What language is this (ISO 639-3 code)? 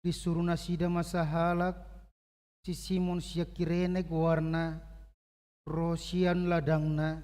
bbc